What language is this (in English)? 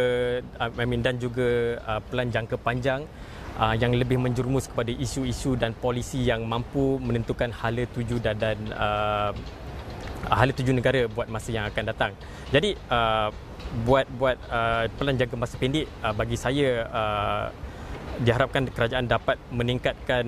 Malay